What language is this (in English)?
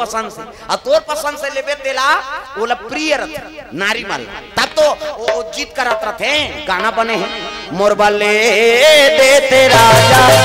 Chhattisgarhi